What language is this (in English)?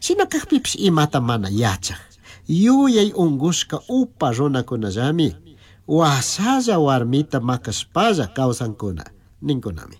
Chimborazo Highland Quichua